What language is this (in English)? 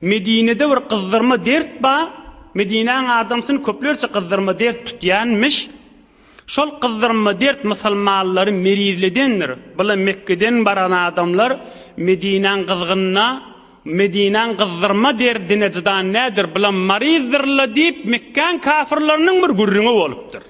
Turkmen